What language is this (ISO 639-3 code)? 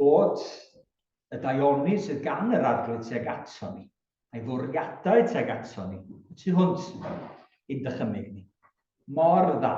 cym